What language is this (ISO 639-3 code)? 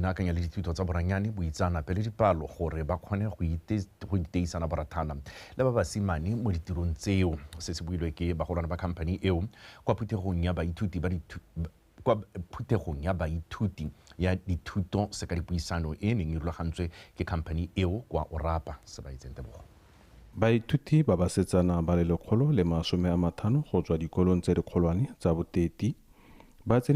tsn